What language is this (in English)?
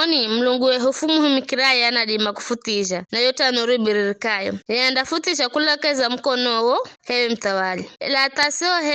Giryama